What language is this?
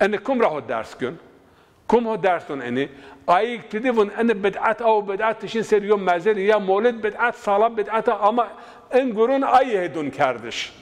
Zaza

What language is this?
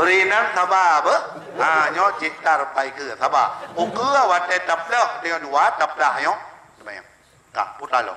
Achinese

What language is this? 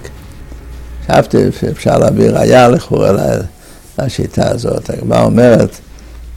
Hebrew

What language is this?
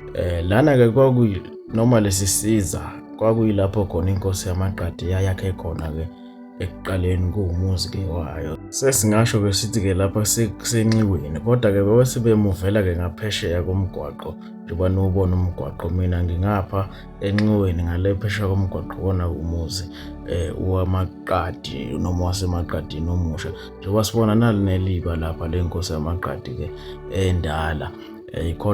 Zulu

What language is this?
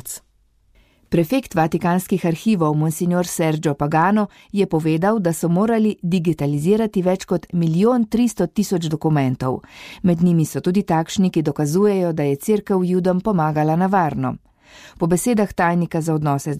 Slovenian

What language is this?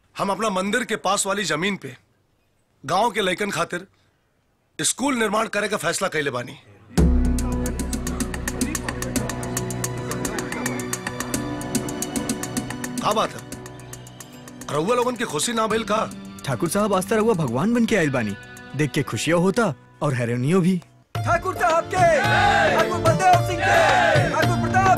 Bhojpuri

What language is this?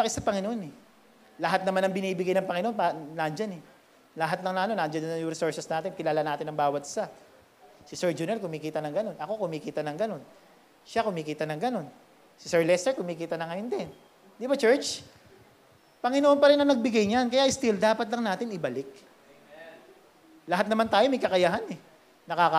Filipino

